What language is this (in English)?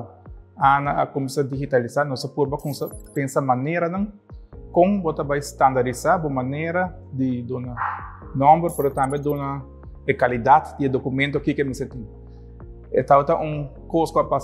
Papiamento